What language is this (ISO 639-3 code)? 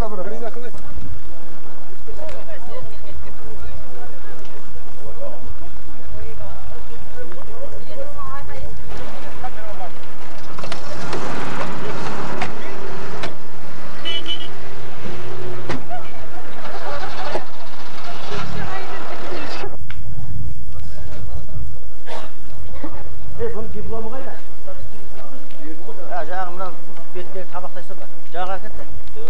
kaz